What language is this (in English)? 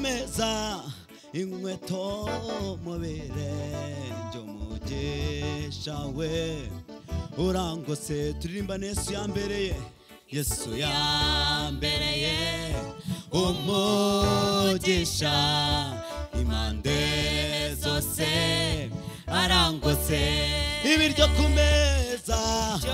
Kinyarwanda